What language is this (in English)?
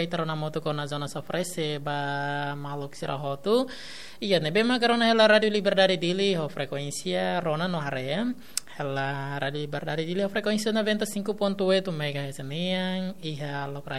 Tetum